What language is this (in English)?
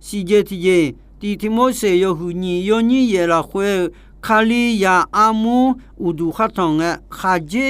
Akha